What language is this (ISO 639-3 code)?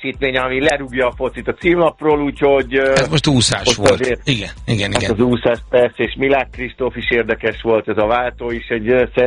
hun